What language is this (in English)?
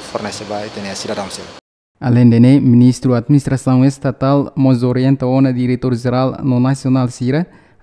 Tetum